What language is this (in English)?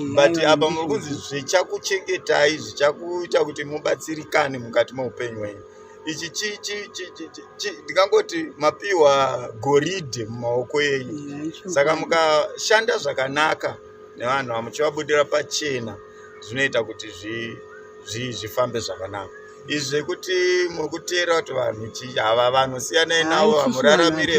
Shona